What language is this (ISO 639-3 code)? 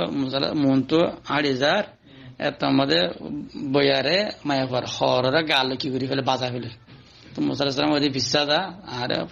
rhg